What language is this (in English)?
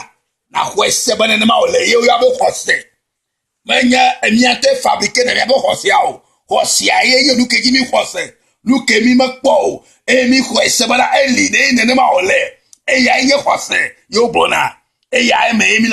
Ewe